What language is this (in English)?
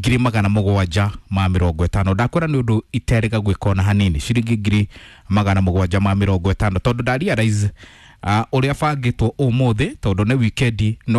Kikuyu